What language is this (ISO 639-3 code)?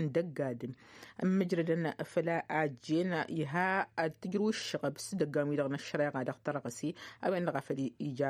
taq